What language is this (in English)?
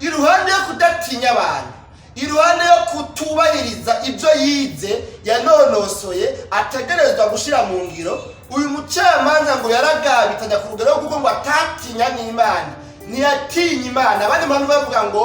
Rundi